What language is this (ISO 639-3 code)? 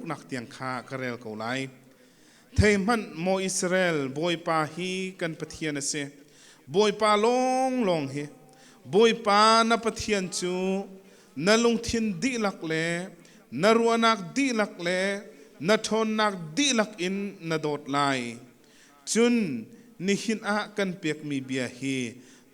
cnh